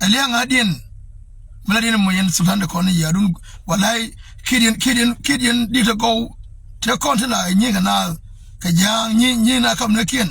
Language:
Nuer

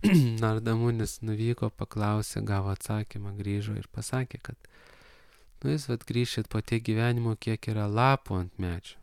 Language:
Lithuanian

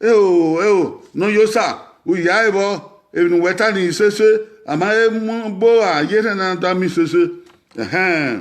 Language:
Bini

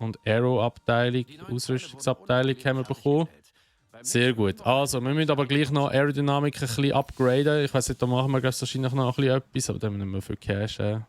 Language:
Swiss German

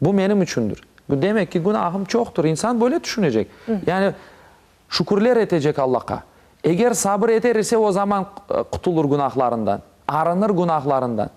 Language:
Crimean Tatar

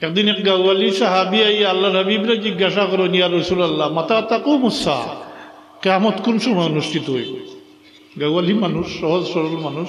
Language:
Sylheti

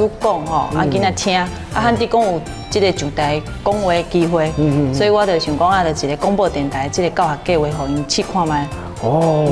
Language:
Min Nan Chinese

